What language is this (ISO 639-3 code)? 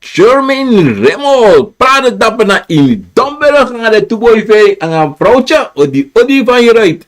srn